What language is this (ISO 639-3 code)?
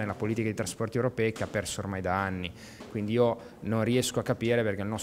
ita